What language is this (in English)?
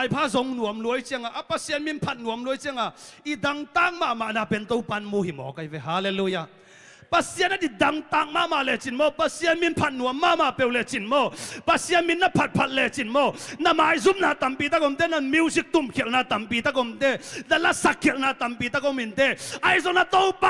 Tedim Chin